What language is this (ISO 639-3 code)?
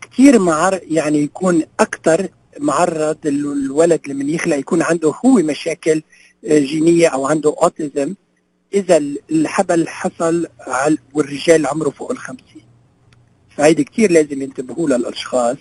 apc